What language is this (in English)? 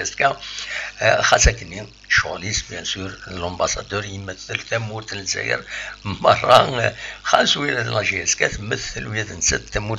Kabyle